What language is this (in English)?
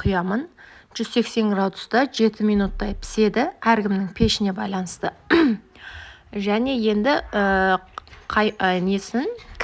Kazakh